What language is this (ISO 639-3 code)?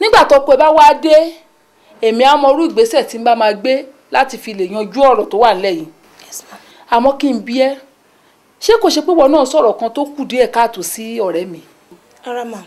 yor